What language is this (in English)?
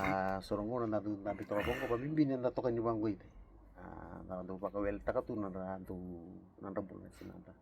Fijian